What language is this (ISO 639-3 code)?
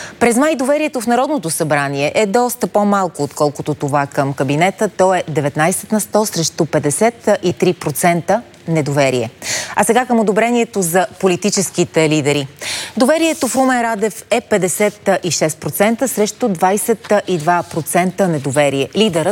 bul